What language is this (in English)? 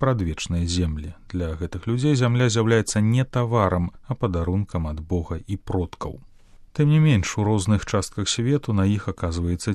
Belarusian